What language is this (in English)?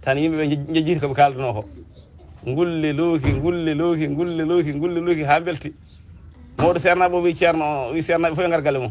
Fula